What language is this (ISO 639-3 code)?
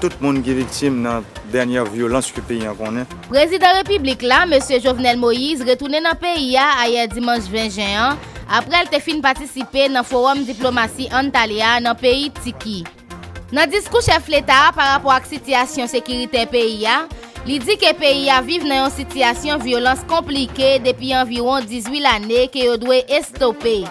hat